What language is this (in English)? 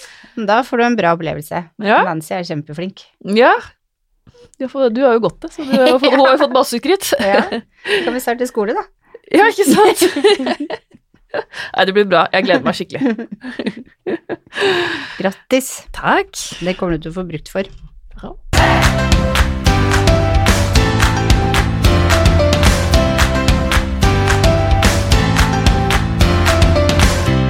Norwegian